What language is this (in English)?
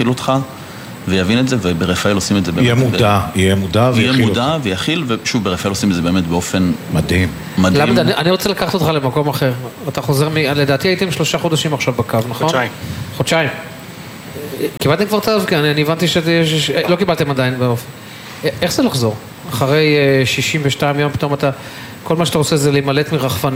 Hebrew